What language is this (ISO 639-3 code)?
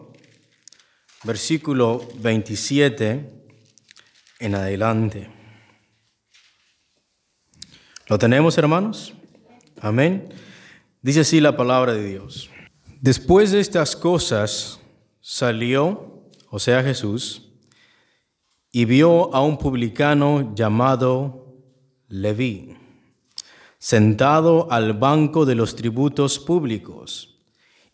spa